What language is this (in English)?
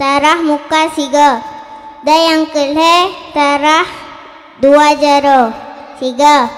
Achinese